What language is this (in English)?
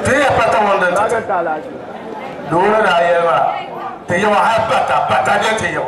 Dagbani